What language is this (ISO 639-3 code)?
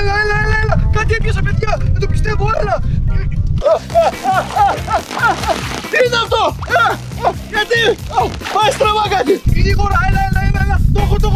ell